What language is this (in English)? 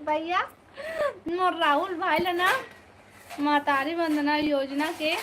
Chhattisgarhi